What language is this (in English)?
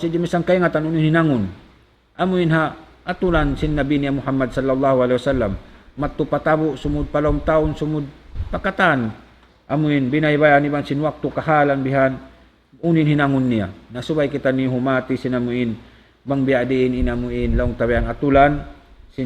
Tausug